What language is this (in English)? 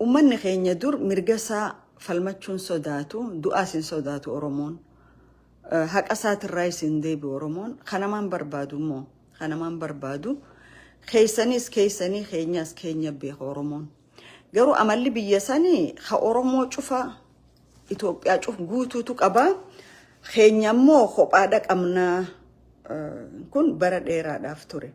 Oromo